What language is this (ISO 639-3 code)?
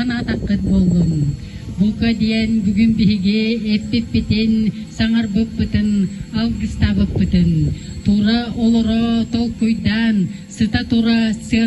sah